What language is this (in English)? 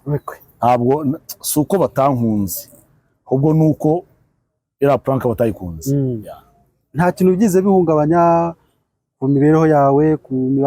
Kinyarwanda